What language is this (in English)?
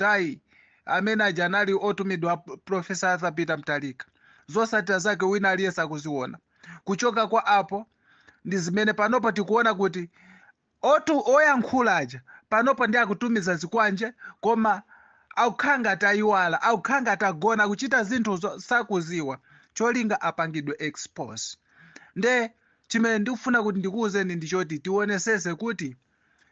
Nyanja